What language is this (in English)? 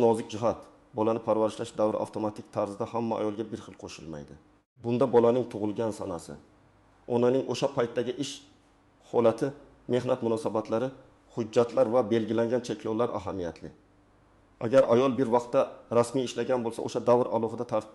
Uzbek